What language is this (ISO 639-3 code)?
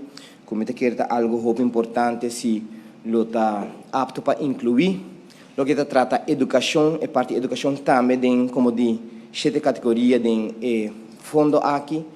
pap